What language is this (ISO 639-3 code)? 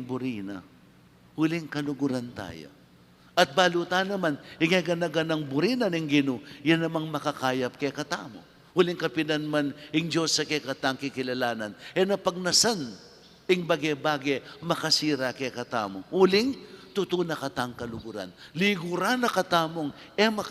pam